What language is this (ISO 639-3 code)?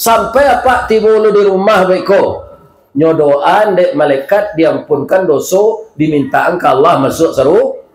min